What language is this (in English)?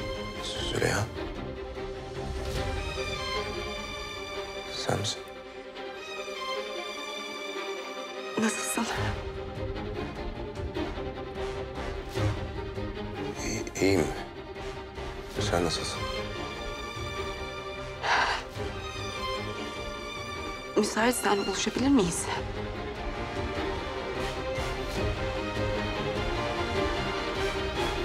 Turkish